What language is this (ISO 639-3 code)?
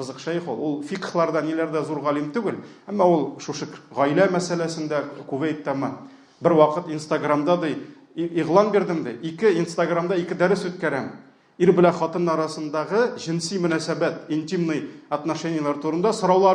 tat